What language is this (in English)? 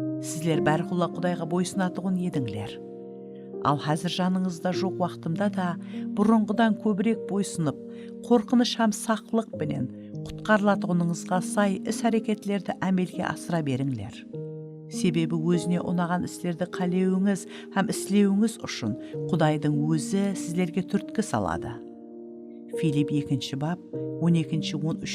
Kara-Kalpak